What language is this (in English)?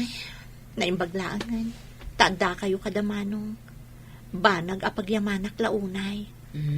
Iloko